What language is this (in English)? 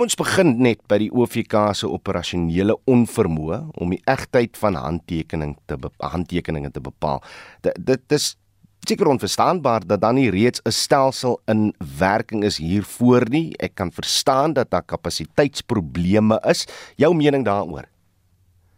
Afrikaans